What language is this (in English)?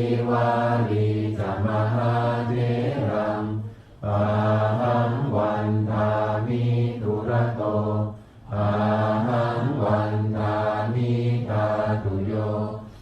Pali